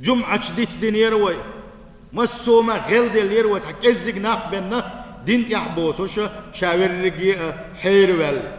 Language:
Chechen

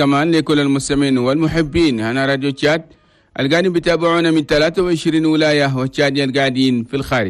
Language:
Chadian Arabic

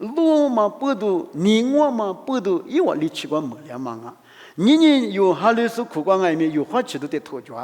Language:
Lisu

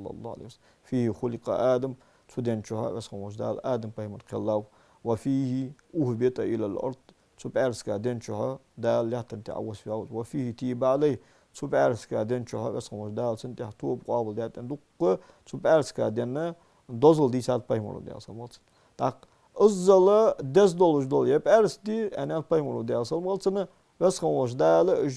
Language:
Ingush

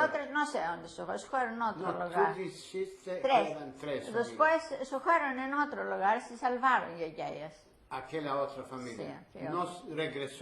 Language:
Ladino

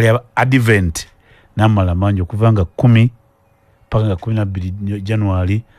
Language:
Ganda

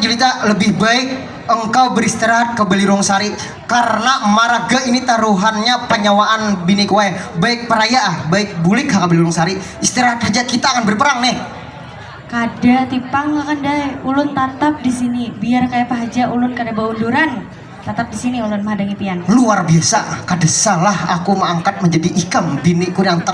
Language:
Banjar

